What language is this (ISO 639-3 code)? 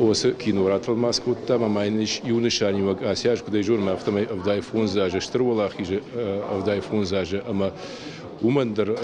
oss